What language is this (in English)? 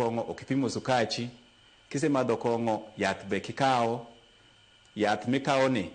Luo (Kenya and Tanzania)